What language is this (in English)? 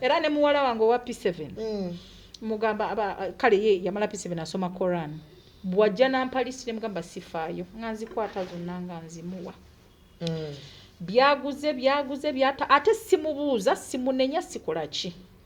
Ganda